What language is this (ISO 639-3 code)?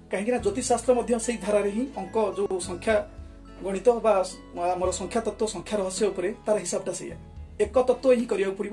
ori